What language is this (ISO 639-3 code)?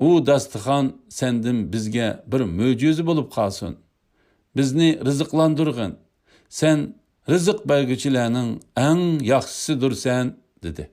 uig